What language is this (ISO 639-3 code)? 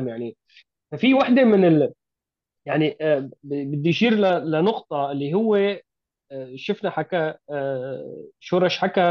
apc